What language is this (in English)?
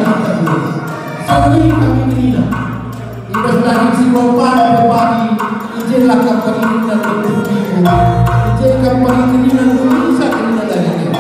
Batak Karo